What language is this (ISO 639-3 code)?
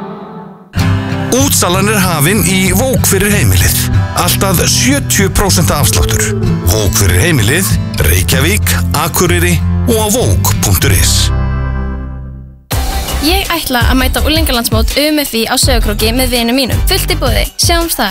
isl